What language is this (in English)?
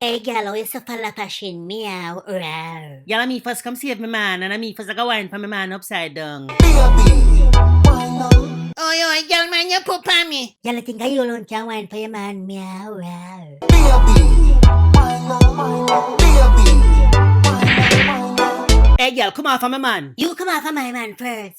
Jamaican Creole English